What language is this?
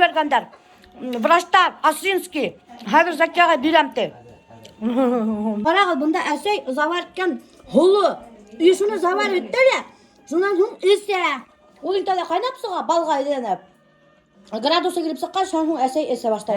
Bashkir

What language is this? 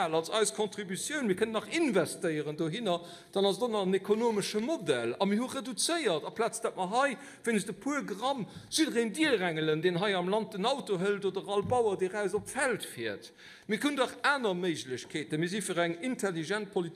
Luxembourgish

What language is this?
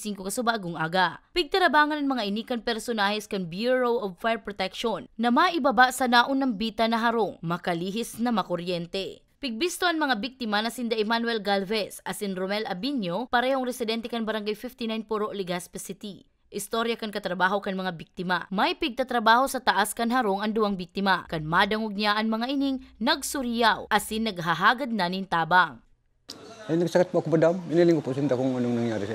Bikol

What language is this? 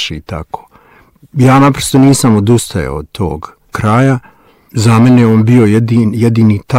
Bosnian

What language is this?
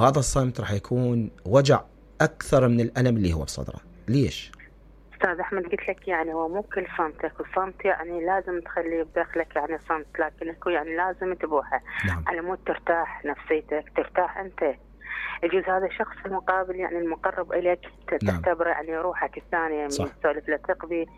Mesopotamian Arabic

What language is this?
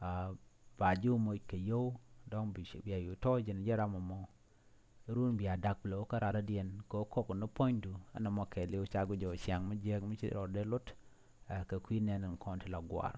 Nuer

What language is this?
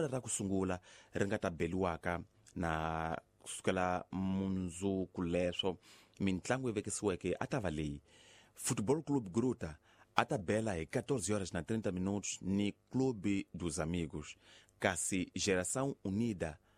Tsonga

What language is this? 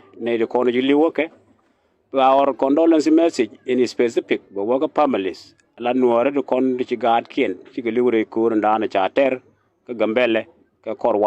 Nuer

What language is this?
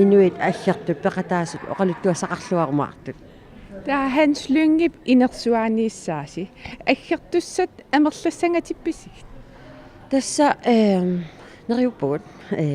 Kalaallisut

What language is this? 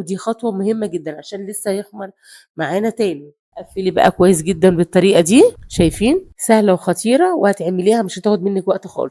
Egyptian Arabic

